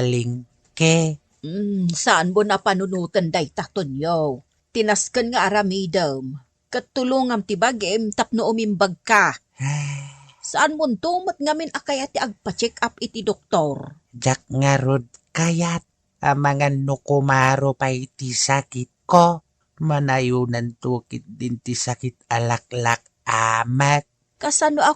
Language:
Iloko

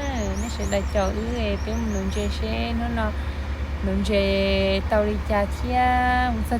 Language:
Hmong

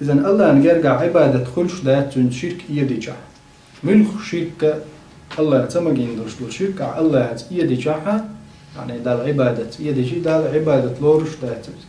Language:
Chechen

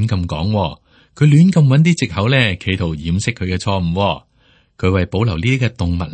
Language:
Cantonese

